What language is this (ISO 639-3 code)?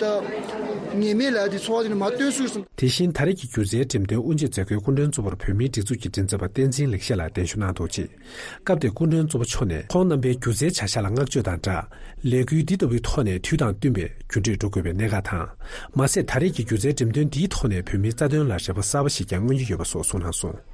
bod